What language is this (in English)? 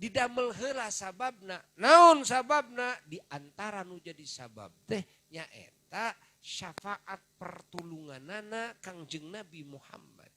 Sundanese